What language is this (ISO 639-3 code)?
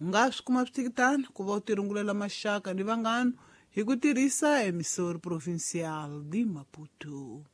tso